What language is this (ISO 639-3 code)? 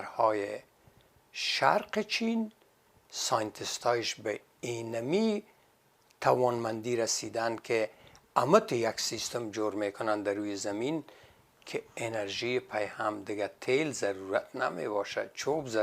fas